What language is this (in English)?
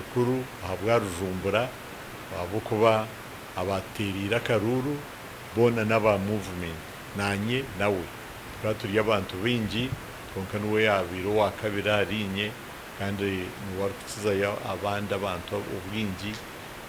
Nyankole